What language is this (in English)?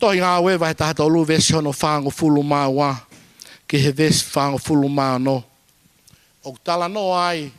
Tongan